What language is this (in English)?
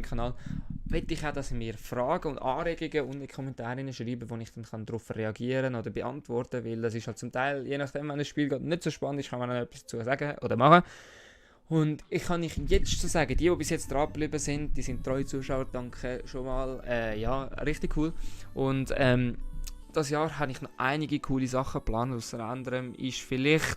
Swiss German